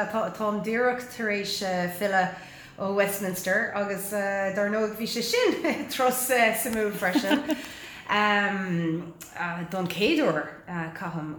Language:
Irish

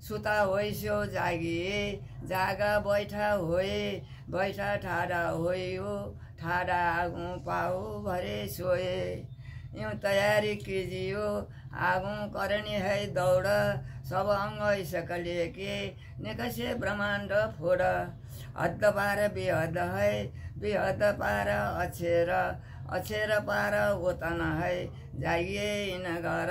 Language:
Nepali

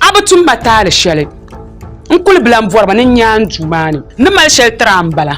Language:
Dagbani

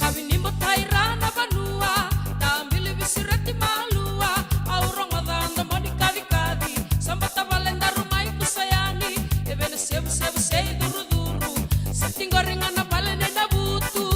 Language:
Fijian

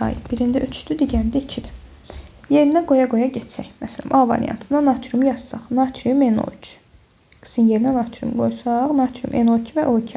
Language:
Azerbaijani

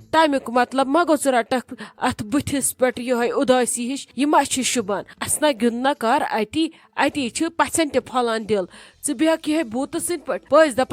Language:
Kashmiri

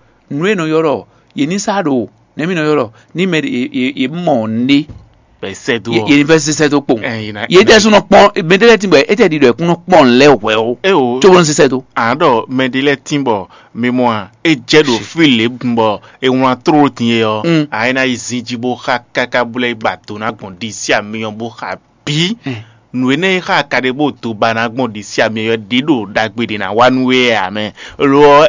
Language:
Fon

